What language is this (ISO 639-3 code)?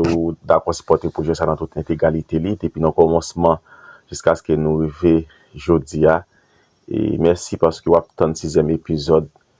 hat